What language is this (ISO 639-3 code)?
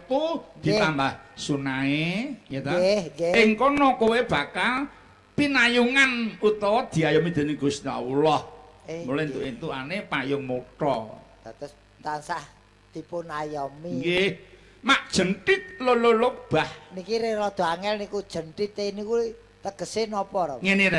jav